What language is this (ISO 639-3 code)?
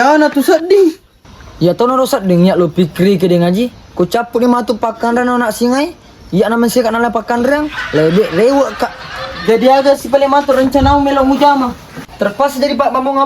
bug